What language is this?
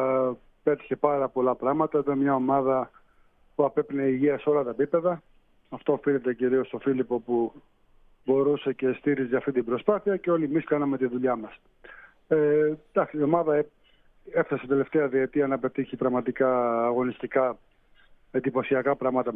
Greek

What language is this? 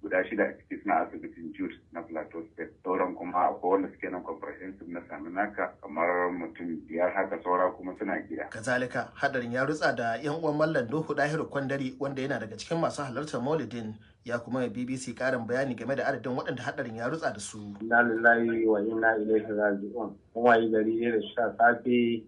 Hausa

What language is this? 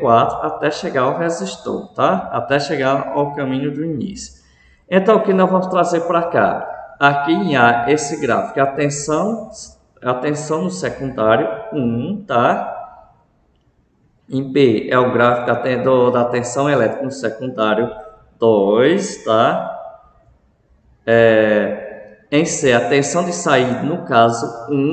Portuguese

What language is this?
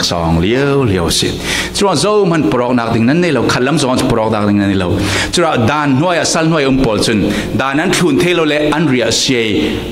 Falam Chin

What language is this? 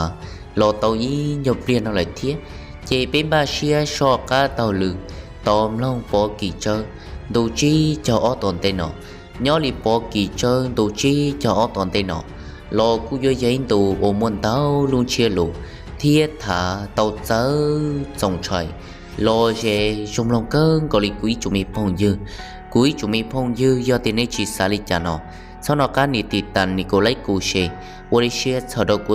Hmong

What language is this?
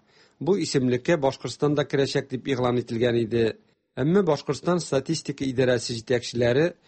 Tatar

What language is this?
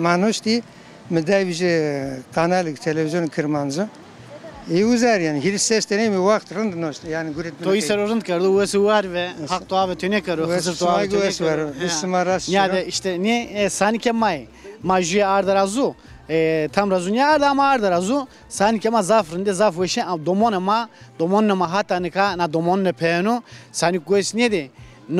Zaza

